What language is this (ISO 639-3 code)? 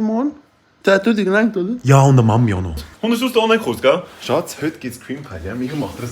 gsw